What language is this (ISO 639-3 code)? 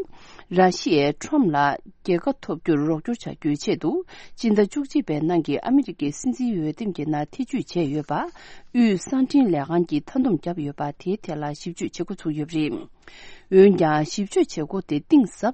bod